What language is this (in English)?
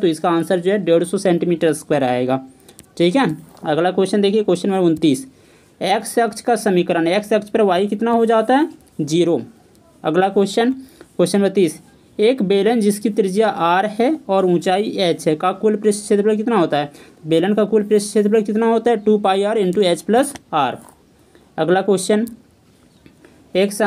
Hindi